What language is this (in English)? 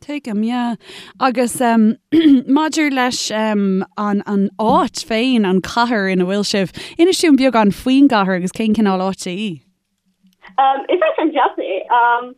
Irish